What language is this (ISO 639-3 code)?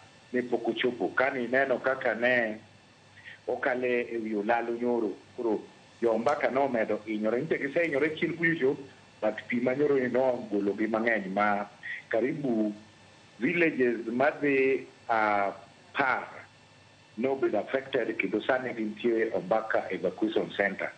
luo